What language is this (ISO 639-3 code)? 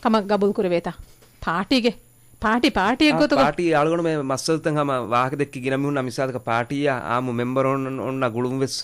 div